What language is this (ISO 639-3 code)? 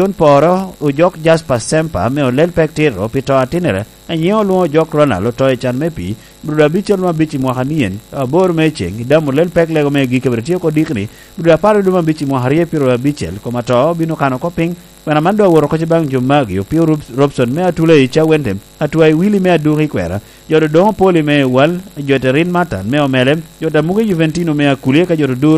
laj